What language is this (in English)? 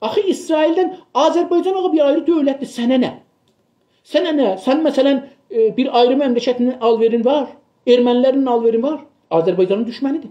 South Azerbaijani